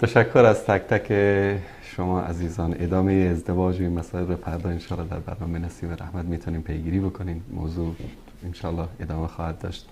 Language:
Persian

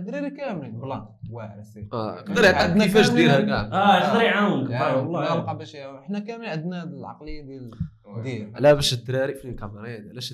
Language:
Moroccan Arabic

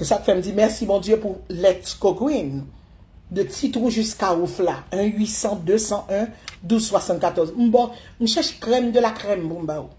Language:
Haitian Creole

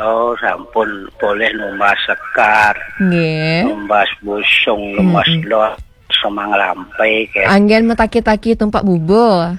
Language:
Balinese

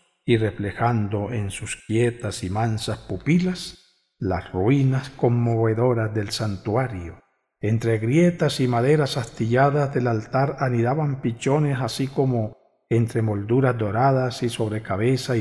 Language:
Spanish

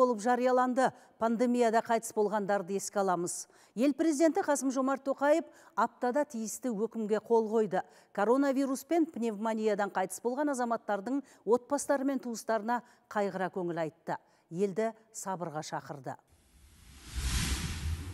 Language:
Kazakh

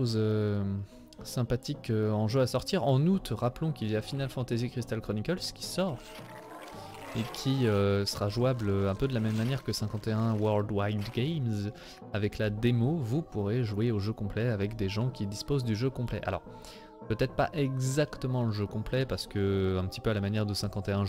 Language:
French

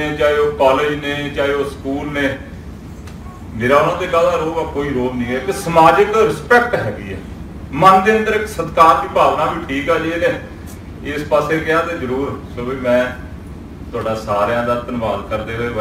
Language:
Punjabi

